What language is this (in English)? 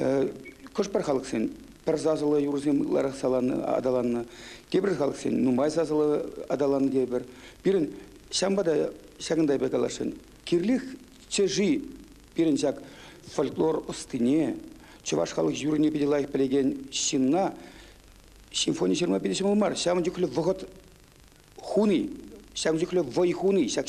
Chuvash